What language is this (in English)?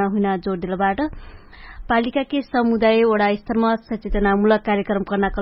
Dangaura Tharu